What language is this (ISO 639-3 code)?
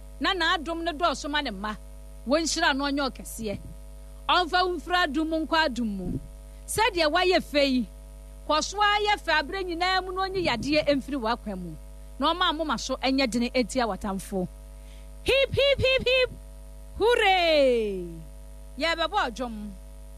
aka